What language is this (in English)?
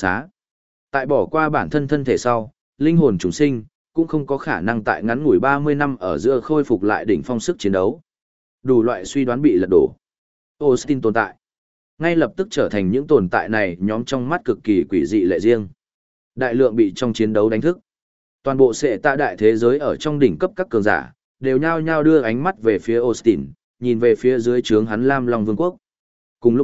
Vietnamese